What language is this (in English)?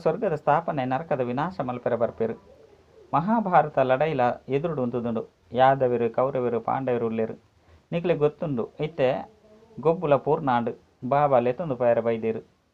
Tulu